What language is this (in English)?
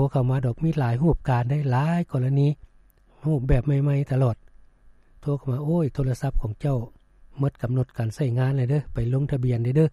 Lao